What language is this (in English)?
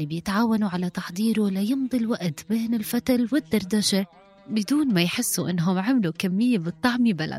North Levantine Arabic